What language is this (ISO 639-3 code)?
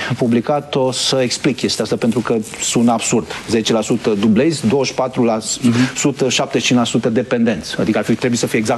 ron